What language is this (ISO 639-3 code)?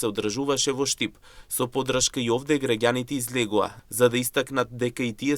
mkd